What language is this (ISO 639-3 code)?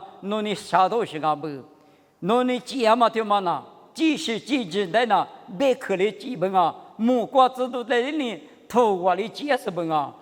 lis